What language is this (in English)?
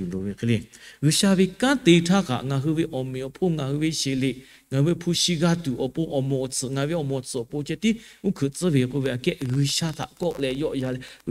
Lahu